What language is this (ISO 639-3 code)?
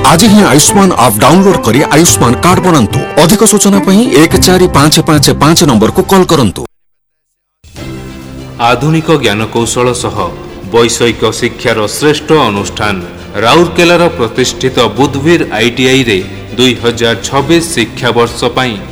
ori